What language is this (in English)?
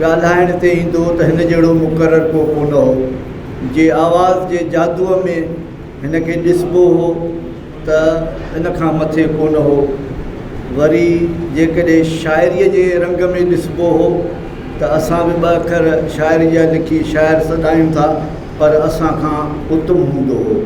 Sindhi